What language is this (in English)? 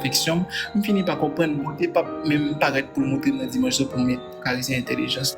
Haitian Creole